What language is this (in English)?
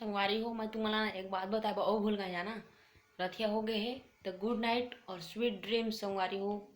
Chhattisgarhi